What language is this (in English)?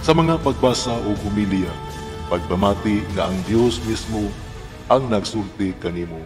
Cebuano